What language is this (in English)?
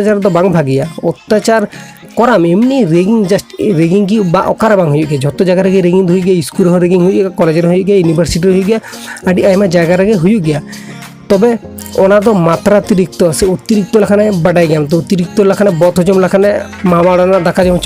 Santali